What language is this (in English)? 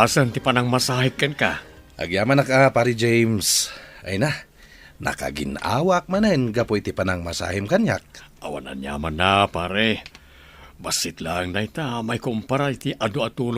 Iloko